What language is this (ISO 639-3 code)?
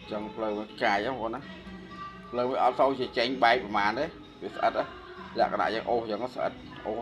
khm